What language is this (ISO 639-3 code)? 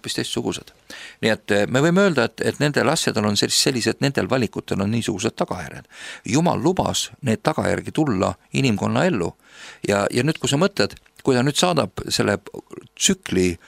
est